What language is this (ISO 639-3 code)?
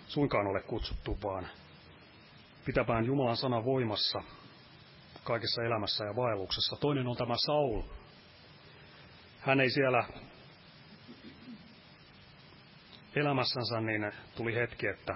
fin